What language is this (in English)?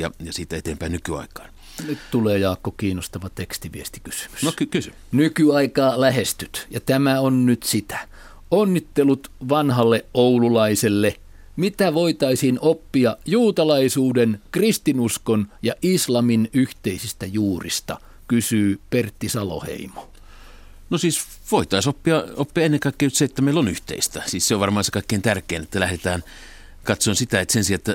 Finnish